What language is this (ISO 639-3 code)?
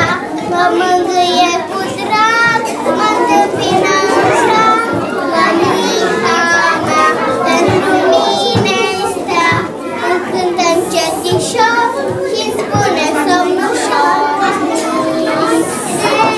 ron